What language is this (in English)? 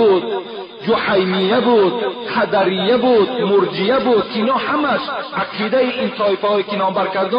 Tajik